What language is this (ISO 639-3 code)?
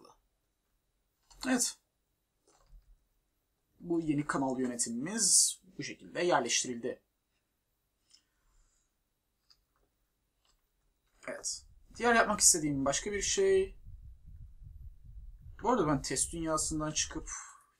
tur